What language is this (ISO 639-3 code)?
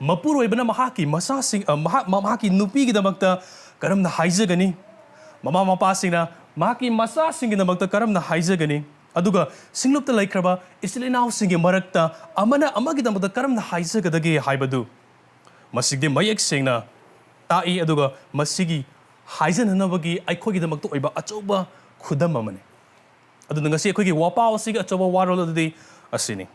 mni